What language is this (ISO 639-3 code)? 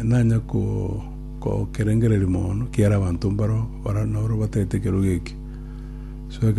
guz